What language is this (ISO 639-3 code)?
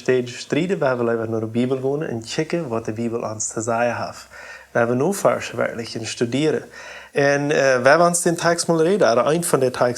pdt